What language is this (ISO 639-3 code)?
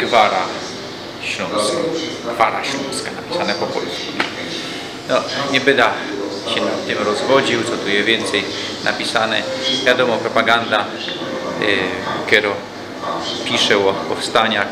szl